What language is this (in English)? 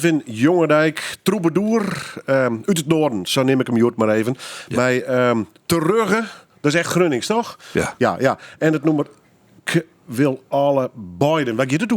Western Frisian